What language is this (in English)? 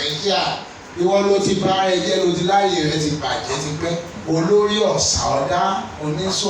Yoruba